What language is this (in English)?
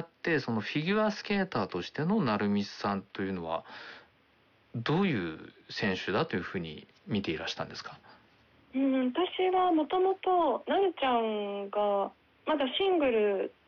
Japanese